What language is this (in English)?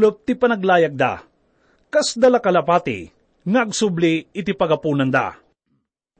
Iloko